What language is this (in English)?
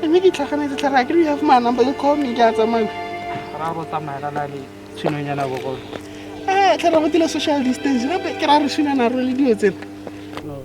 Tswana